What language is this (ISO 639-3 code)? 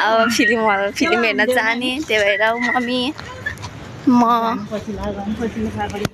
nep